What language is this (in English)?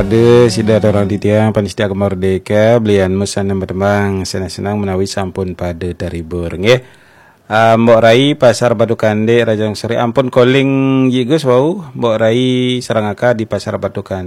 Balinese